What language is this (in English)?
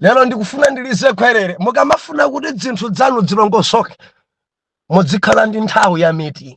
Nyanja